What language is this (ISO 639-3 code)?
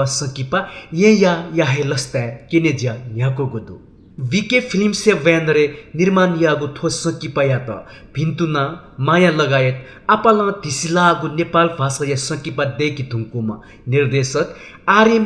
new